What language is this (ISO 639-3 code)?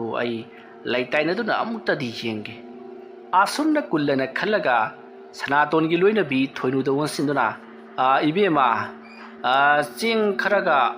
mni